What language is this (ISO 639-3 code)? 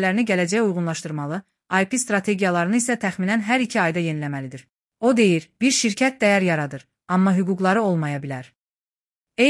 aze